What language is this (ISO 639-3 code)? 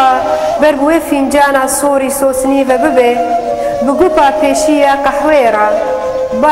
kur